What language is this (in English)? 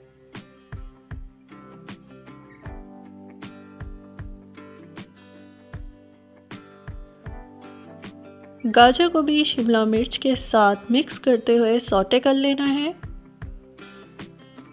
Hindi